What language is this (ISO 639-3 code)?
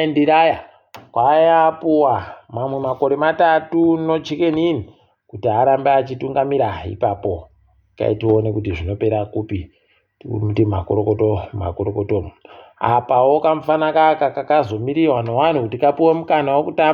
ndc